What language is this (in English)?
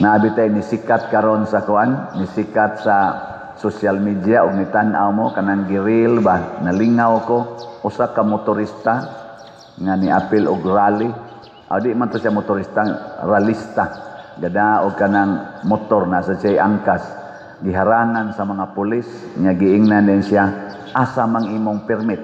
Cebuano